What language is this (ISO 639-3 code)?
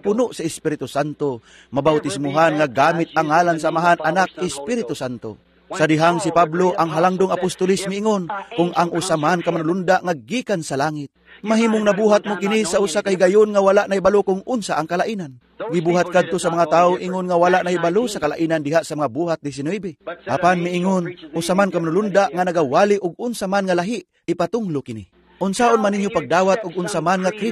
ceb